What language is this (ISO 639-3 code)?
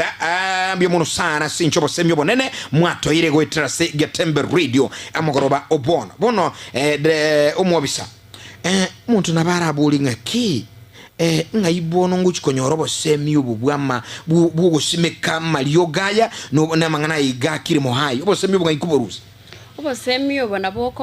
guz